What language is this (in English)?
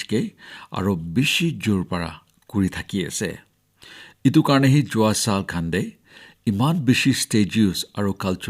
Naga Pidgin